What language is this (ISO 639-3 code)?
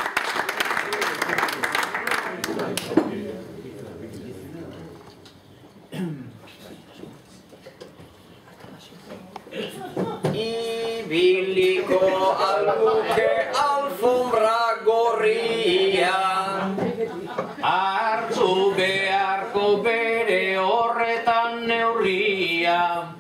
eus